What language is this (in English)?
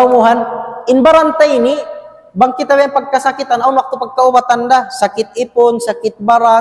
Tausug